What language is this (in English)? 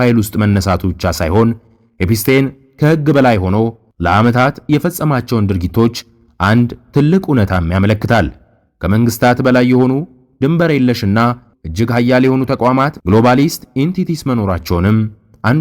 Amharic